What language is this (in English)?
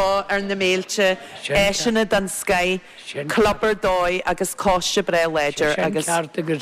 Irish